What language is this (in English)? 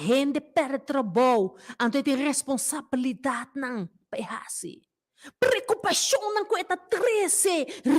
Papiamento